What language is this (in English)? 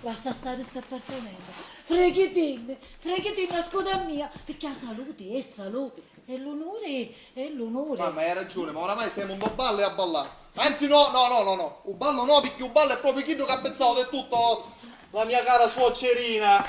Sicilian